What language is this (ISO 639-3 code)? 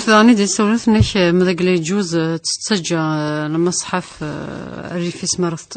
kab